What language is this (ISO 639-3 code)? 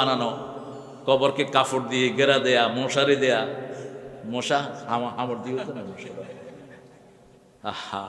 ben